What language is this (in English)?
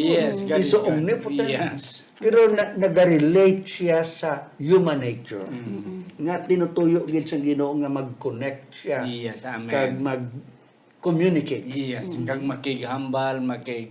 Hiligaynon